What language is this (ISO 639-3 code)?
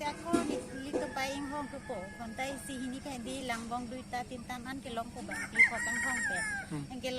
mjw